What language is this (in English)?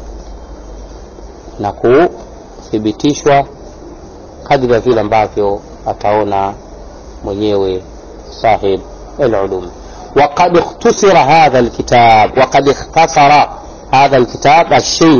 Swahili